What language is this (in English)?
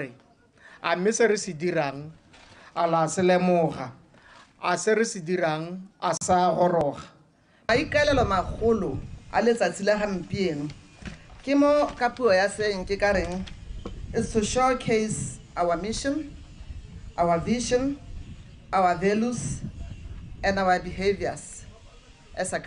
Tswana